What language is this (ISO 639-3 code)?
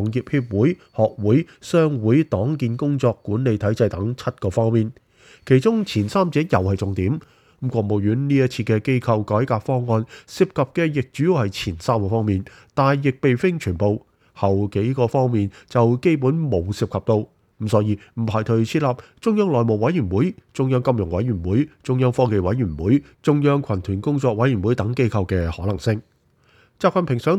yue